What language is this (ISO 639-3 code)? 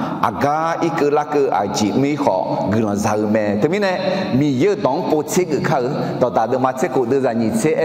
ahk